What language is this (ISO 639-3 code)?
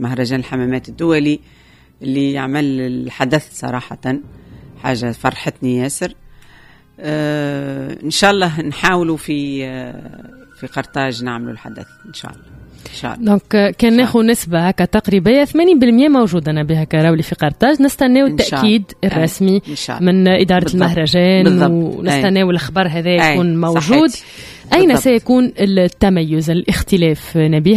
aeb